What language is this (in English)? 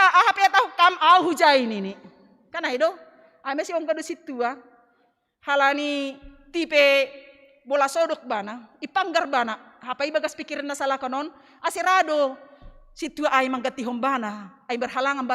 Batak Simalungun